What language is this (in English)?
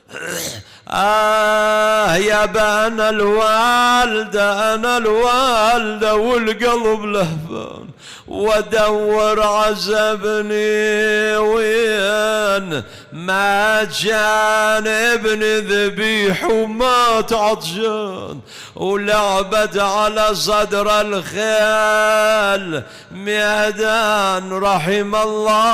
Mesopotamian Arabic